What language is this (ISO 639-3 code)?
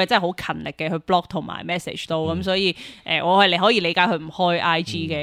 yue